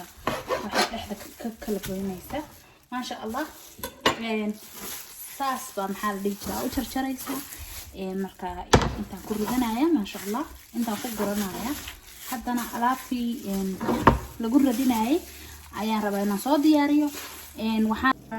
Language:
Somali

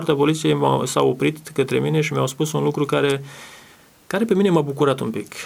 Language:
Romanian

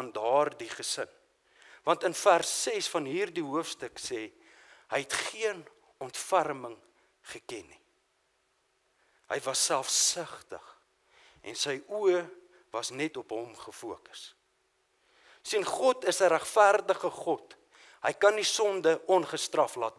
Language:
Afrikaans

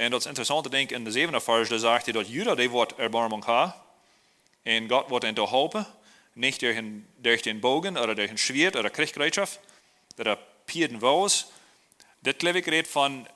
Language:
Plautdietsch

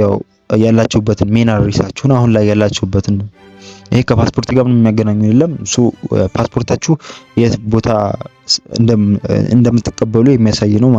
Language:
Amharic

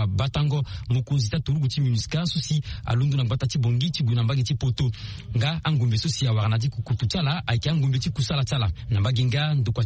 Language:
Sango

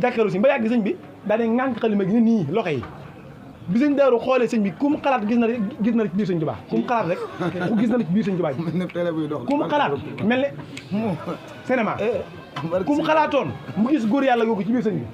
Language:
Wolof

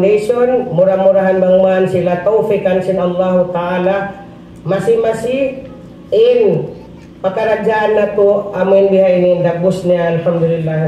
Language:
Tausug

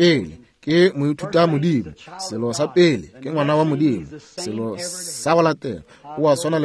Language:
Northern Sotho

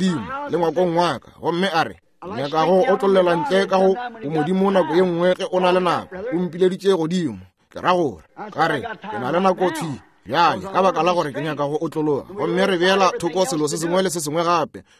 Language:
Northern Sotho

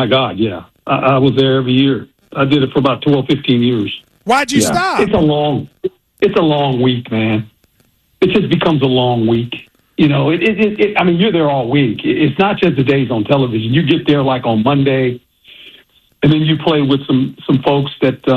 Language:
English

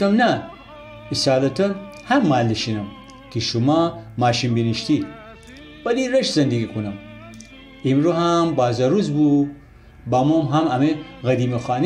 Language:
Gilaki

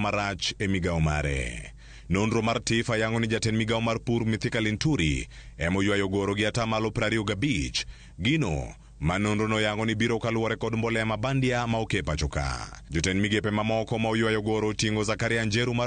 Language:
Luo (Kenya and Tanzania)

